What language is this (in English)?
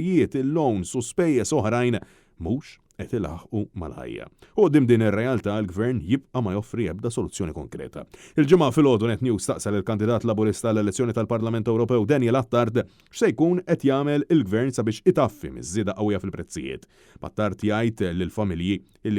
Maltese